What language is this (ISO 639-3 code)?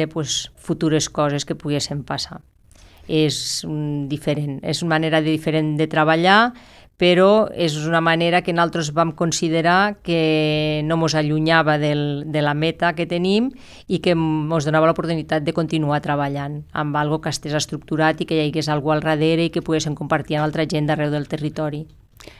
cat